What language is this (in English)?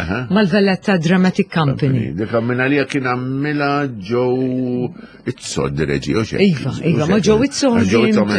Maltese